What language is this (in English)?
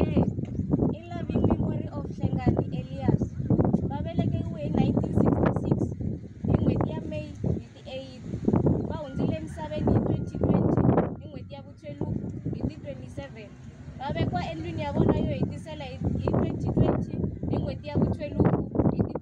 Tsonga